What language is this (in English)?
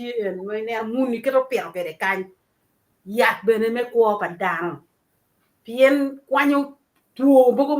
Acoli